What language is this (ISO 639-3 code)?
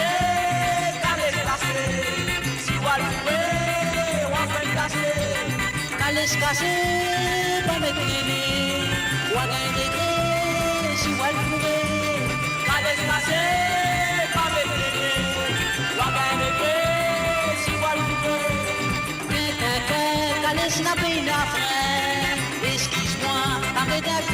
mfe